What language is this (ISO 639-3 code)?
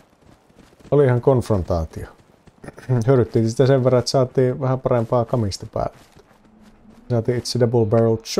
fin